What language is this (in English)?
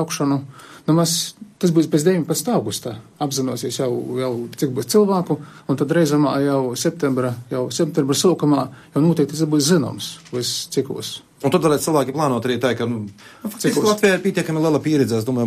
Latvian